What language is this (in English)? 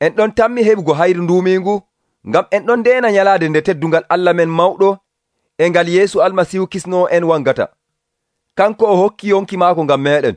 Nigerian Fulfulde